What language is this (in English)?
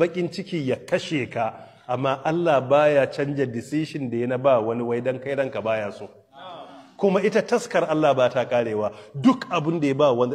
Hausa